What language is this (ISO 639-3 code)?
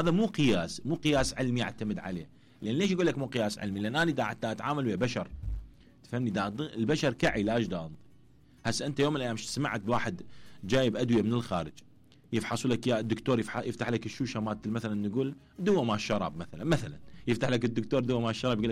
acm